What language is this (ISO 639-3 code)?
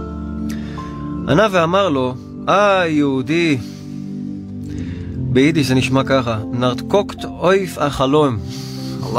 heb